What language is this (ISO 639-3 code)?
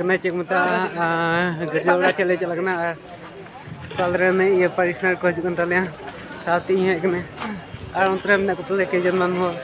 sat